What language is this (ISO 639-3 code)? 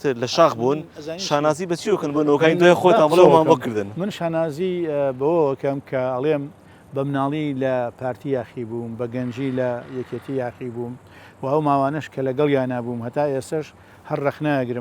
ckb